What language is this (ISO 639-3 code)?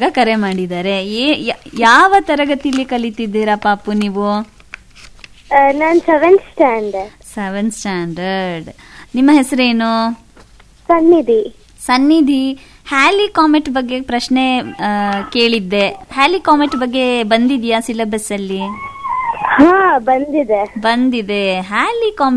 kan